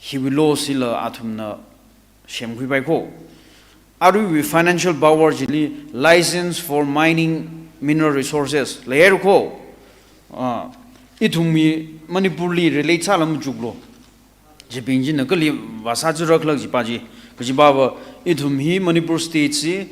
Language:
Tangkhul Naga (India)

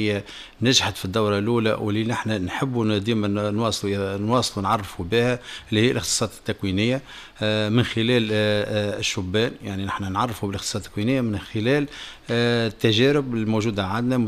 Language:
Tunisian Arabic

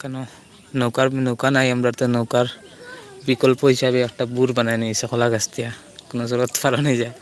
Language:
Sylheti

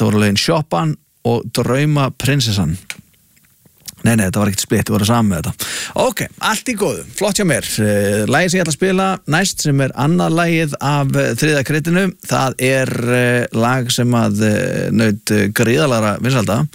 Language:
Icelandic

